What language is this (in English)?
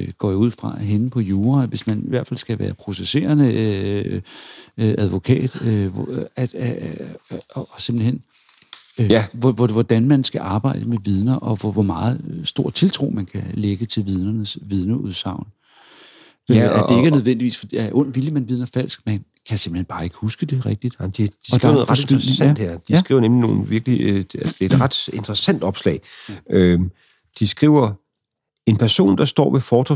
Danish